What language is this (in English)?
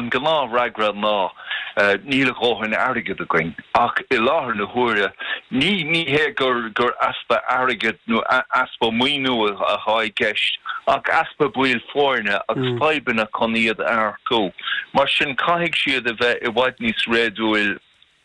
Irish